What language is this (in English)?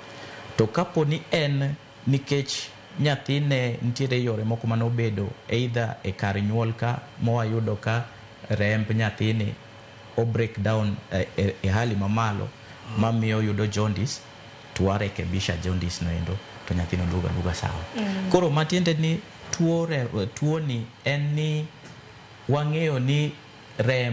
Luo (Kenya and Tanzania)